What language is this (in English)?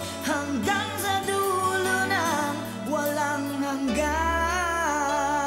Filipino